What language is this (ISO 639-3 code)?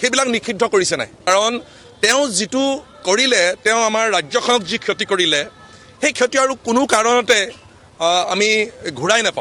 asm